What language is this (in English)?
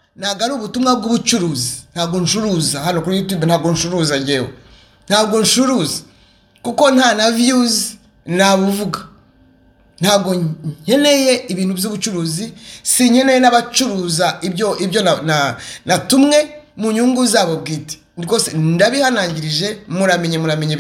Kinyarwanda